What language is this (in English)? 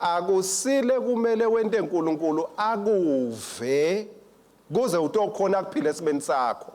Swati